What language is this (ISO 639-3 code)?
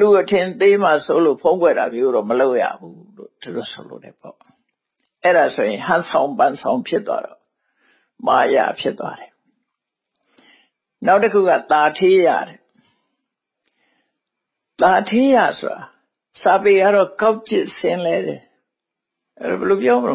mya